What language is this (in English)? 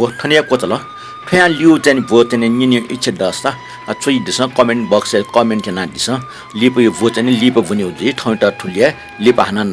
Newari